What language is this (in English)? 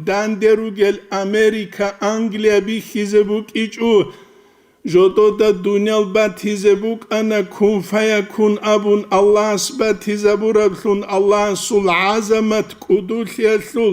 Avaric